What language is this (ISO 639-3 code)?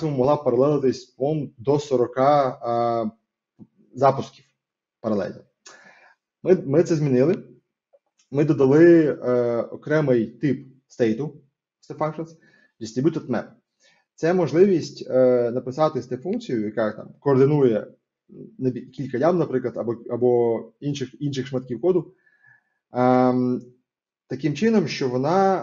ukr